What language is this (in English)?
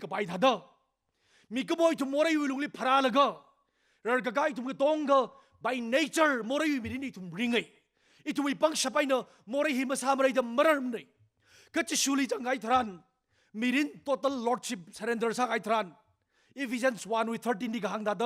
Tangkhul Naga (India)